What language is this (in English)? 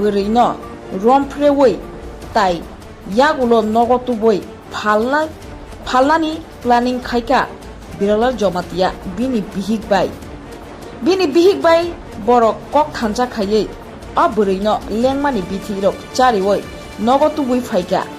Kok Borok